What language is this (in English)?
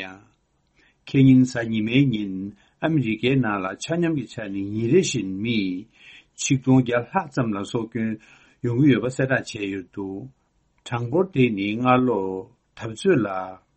Tibetan